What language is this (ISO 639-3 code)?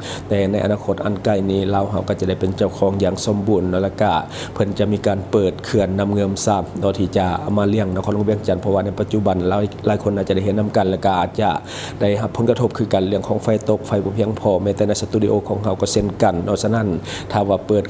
lao